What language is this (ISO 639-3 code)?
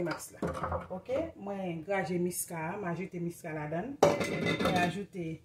hat